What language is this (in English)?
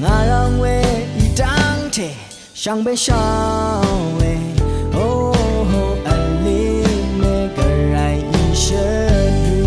Rawang